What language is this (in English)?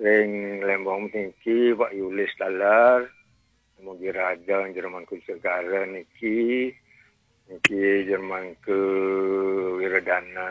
Balinese